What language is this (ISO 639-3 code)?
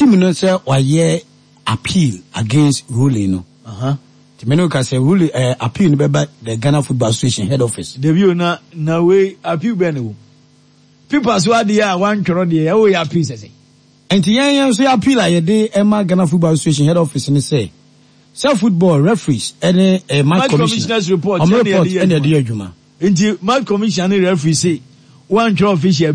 aka